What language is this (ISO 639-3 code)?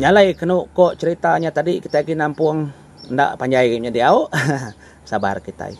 iba